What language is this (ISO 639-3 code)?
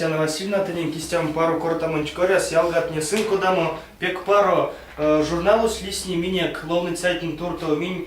myv